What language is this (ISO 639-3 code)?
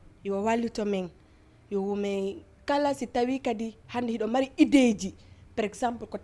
ful